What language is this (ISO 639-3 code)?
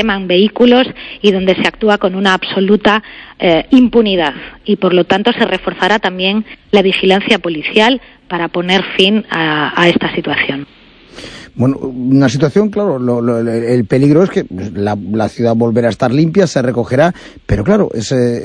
spa